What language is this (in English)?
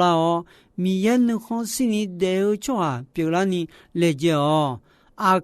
Akha